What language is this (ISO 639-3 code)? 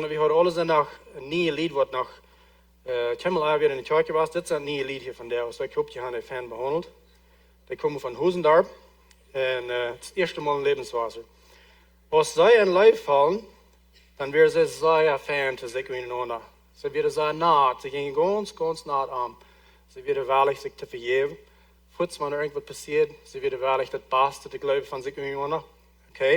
pdt